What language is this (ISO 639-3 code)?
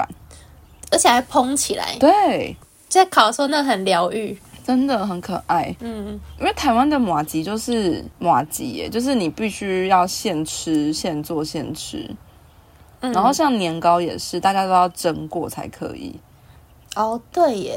zho